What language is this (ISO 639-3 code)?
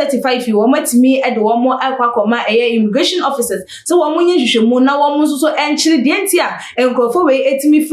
aka